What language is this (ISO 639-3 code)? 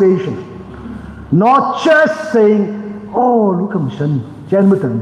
nmf